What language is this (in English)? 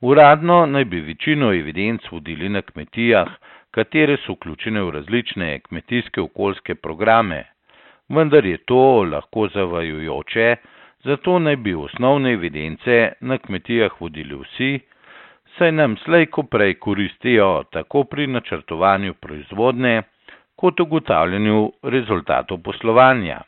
Slovenian